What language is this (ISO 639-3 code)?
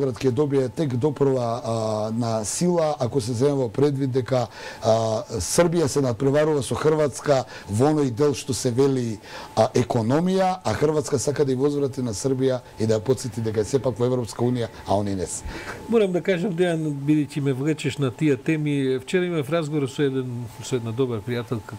mkd